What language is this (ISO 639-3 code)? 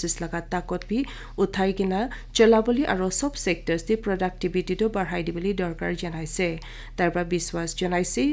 nag